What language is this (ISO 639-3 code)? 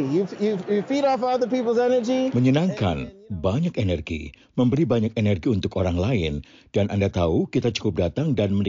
ind